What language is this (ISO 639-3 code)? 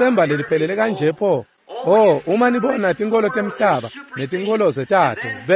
ssw